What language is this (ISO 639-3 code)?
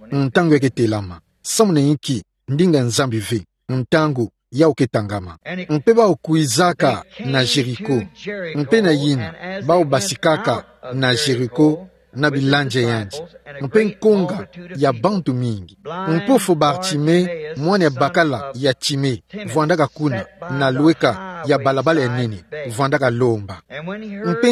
ktu